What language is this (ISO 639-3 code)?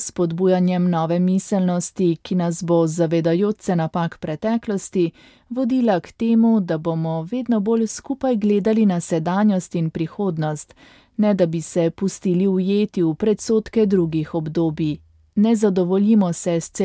slv